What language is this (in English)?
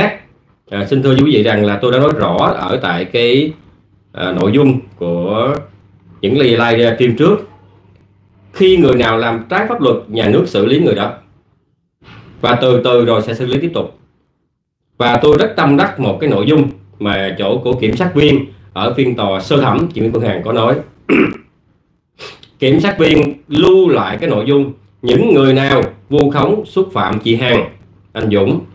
Vietnamese